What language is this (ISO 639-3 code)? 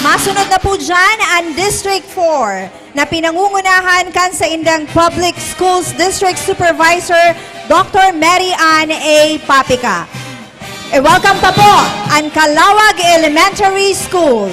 bik